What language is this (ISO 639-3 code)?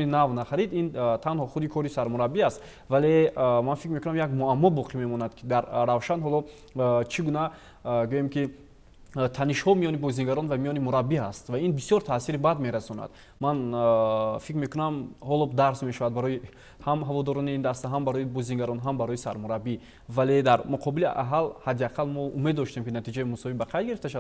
tgk